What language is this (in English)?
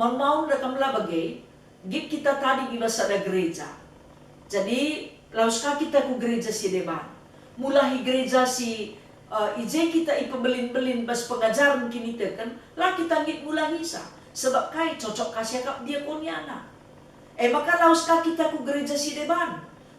Batak Karo